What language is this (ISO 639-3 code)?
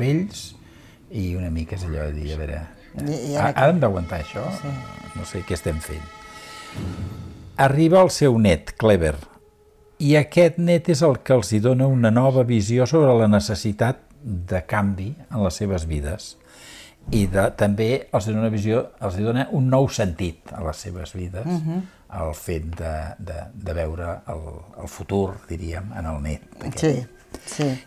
cat